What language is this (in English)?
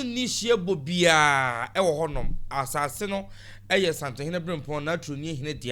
Akan